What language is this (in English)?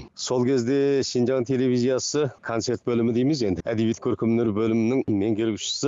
Kazakh